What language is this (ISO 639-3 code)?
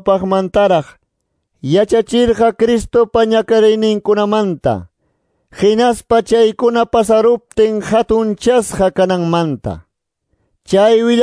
que